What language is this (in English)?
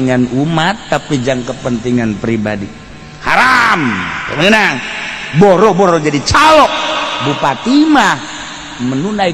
Sundanese